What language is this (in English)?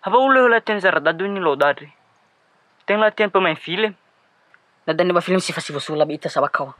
Nias